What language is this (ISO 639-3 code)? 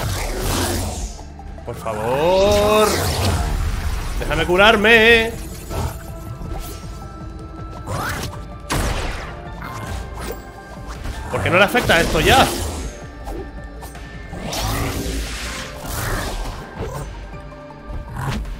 spa